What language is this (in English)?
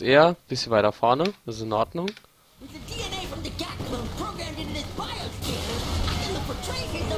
Palatine German